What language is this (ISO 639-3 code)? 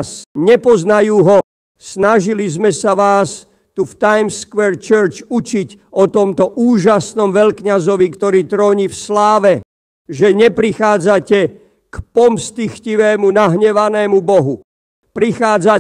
slk